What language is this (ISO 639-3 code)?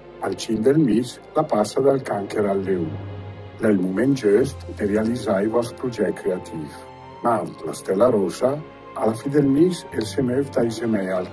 lmo